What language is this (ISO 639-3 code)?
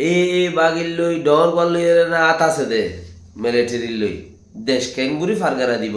rhg